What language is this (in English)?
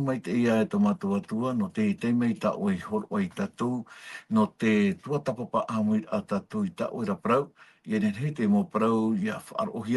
Tahitian